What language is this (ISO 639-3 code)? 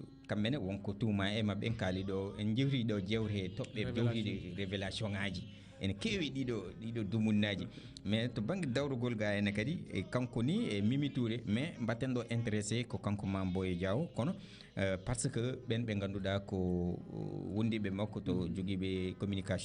ful